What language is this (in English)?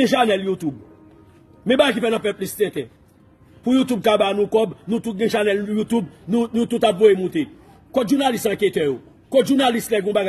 Haitian Creole